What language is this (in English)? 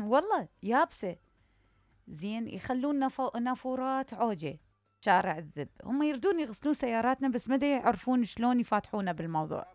Mesopotamian Arabic